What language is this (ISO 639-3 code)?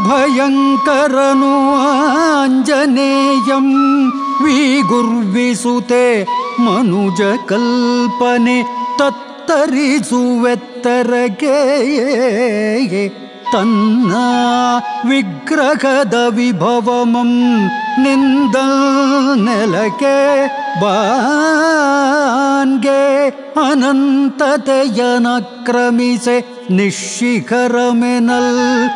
kan